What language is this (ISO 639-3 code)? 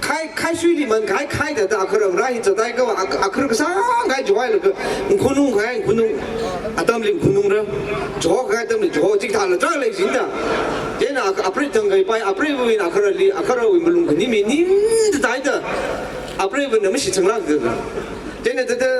nmf